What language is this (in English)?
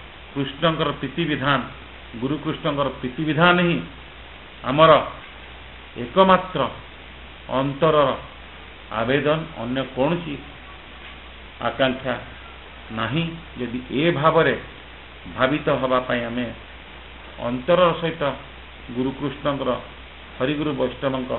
Odia